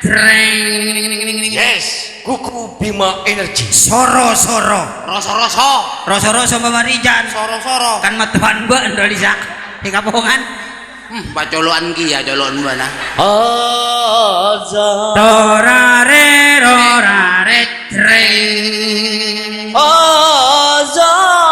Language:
Madurese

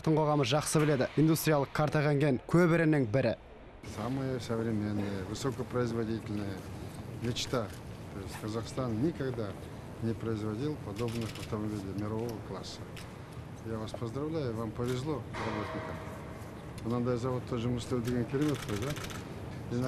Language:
Kazakh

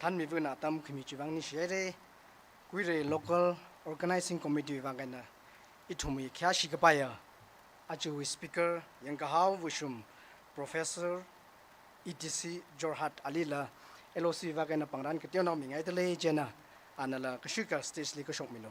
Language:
Tangkhul Naga (India)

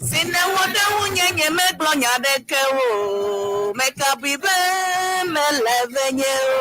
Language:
Ewe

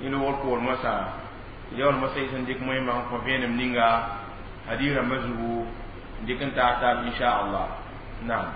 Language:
Mossi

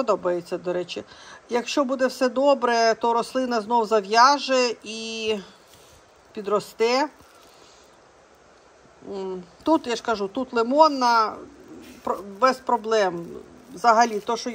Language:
Ukrainian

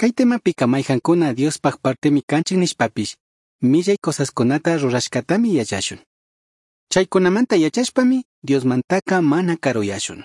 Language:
Chimborazo Highland Quichua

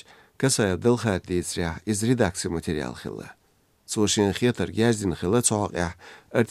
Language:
Chechen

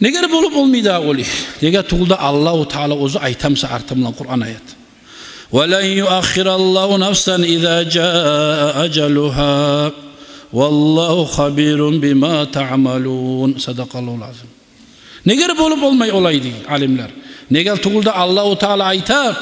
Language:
Kumyk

